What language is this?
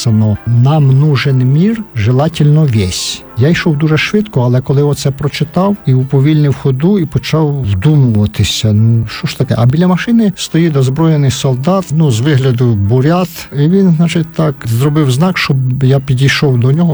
Ukrainian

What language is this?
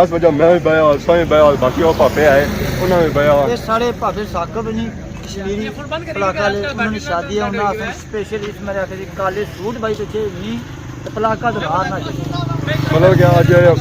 Pahari-Potwari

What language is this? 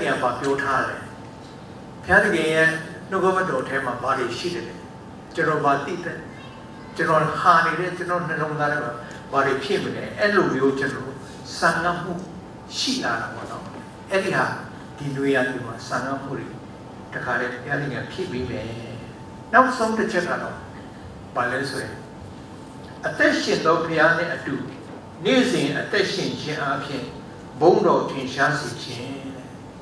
Burmese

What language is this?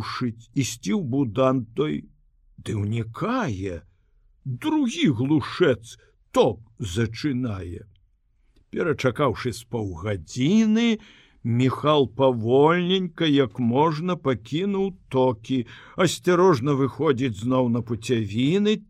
Belarusian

